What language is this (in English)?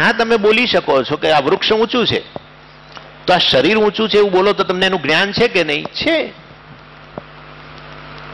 Gujarati